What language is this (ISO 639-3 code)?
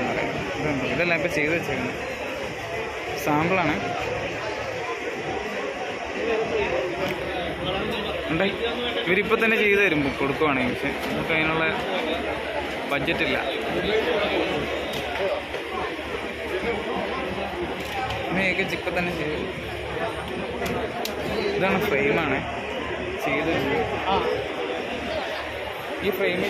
mal